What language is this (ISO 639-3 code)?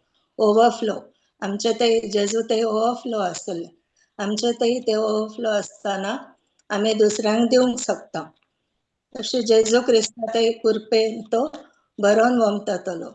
kok